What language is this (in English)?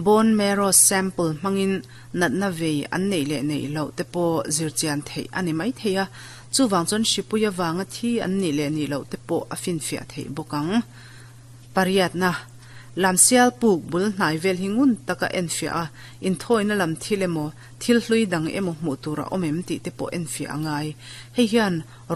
Mizo